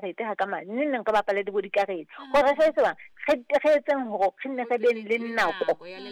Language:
Southern Sotho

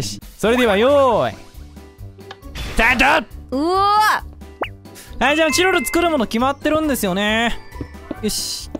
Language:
Japanese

